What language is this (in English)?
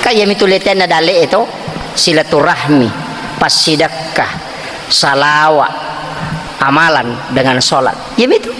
Buginese